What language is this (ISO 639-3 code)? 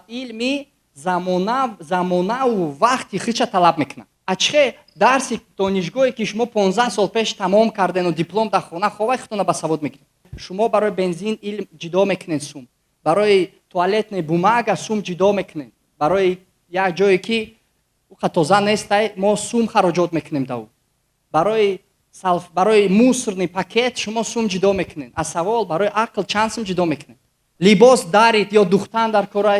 tgk